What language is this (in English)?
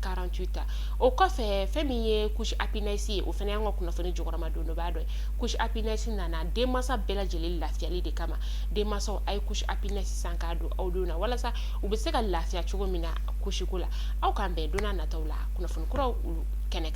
Bambara